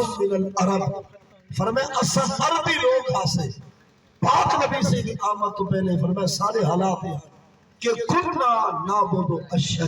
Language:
Saraiki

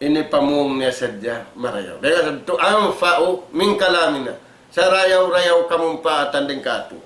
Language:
Tausug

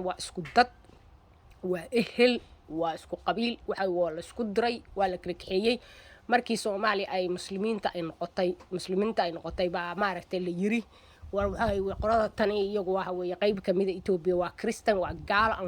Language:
Somali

